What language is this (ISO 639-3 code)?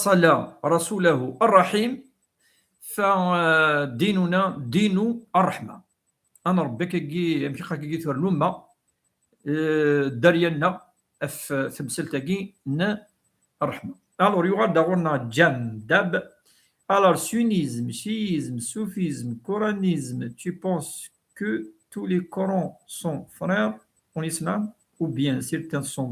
kab